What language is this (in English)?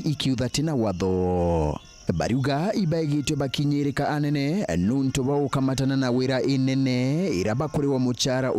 Meru